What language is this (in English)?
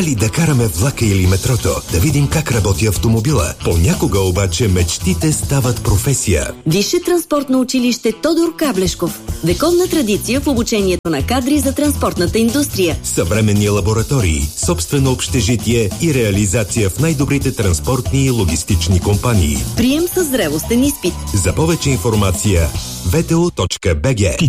Bulgarian